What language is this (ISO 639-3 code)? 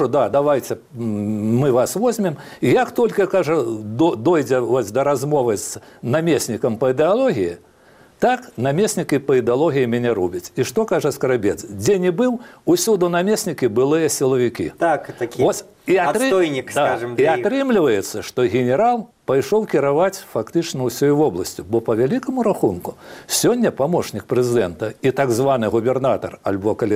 bel